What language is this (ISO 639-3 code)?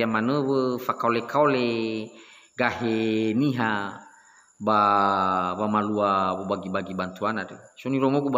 nia